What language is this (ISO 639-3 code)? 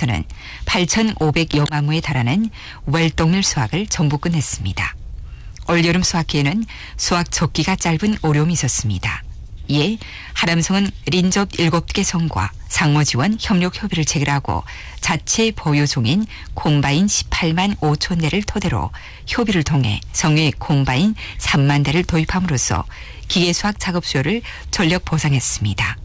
kor